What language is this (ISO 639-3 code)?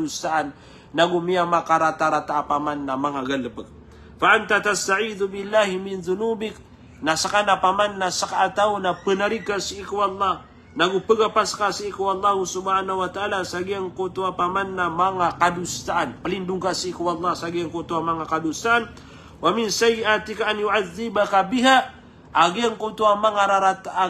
mrw